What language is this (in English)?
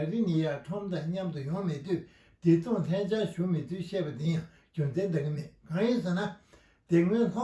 Tibetan